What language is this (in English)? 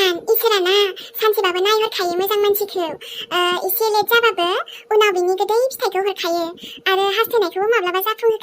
Bodo